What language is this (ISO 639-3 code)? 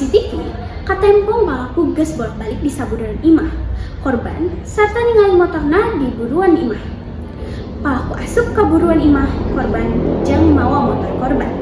sun